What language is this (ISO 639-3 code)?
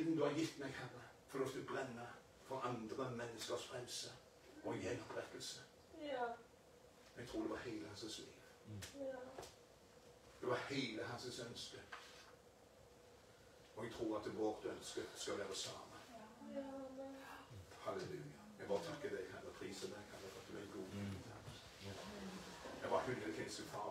nor